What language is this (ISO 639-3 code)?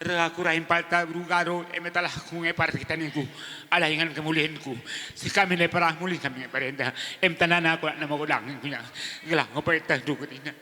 btx